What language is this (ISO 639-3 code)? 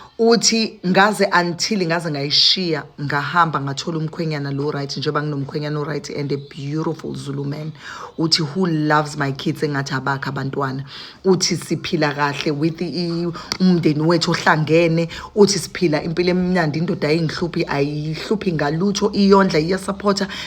zul